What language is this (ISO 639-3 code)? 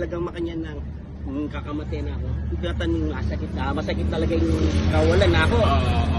pam